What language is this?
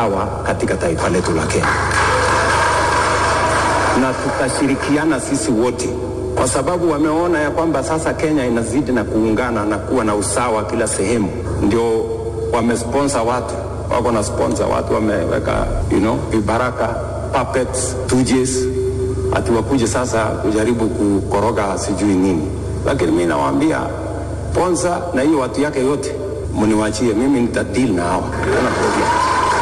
Swahili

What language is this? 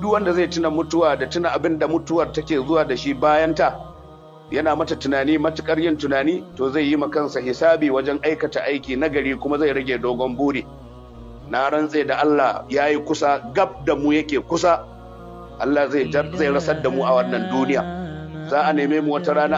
Hausa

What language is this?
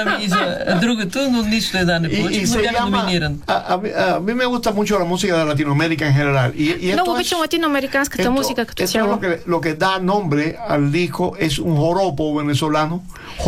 Bulgarian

